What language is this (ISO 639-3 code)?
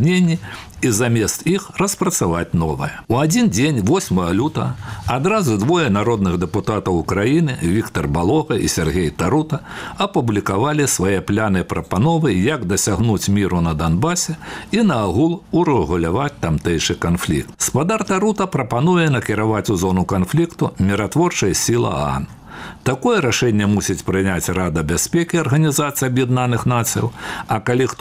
bel